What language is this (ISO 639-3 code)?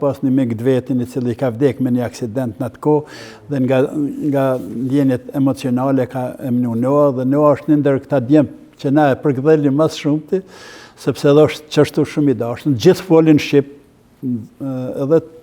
sqi